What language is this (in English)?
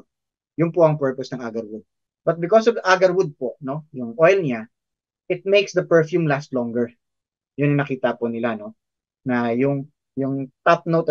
Filipino